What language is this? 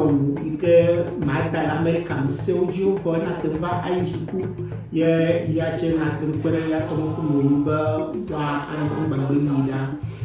Ewe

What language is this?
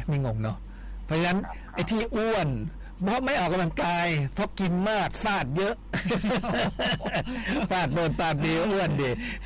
Thai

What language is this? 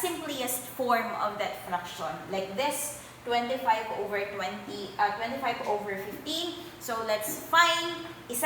Cebuano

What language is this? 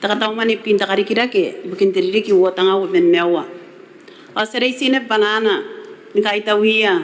Gilbertese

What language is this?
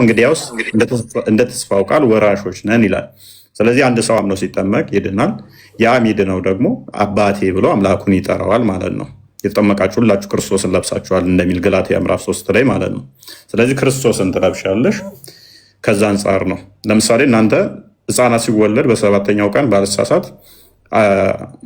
Amharic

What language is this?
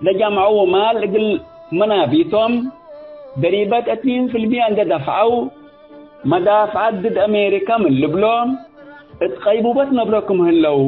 Tigre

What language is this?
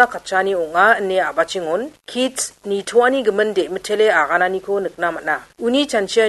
Garo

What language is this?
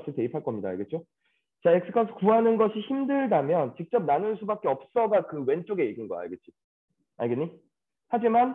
Korean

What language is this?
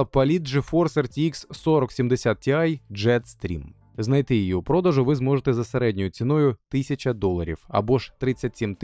Ukrainian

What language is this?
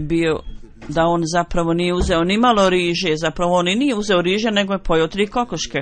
Bosnian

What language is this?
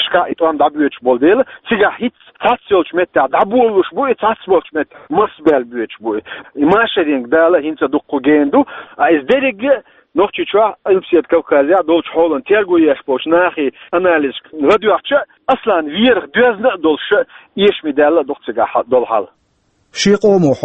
Chechen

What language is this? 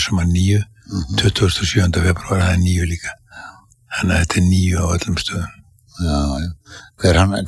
Icelandic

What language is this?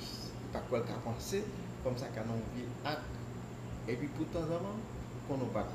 Haitian Creole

